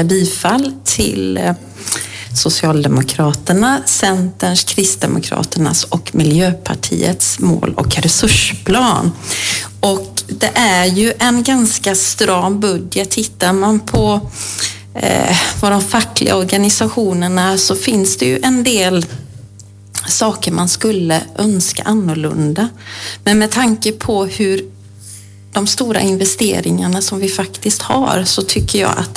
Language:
Swedish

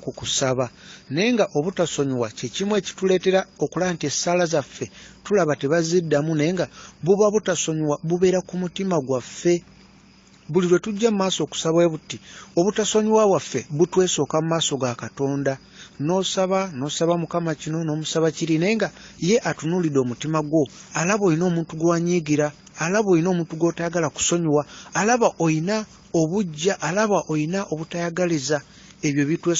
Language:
Ganda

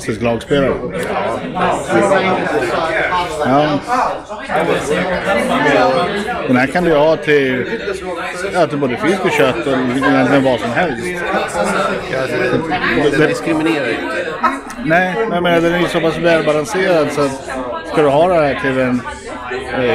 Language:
Swedish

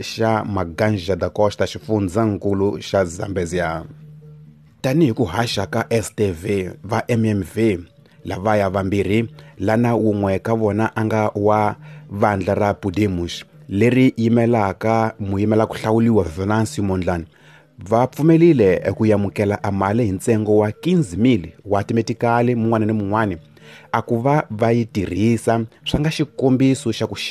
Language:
Tsonga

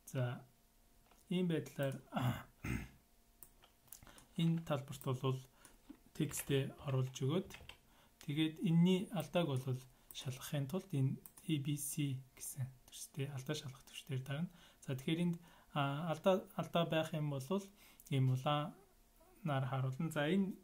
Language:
Mongolian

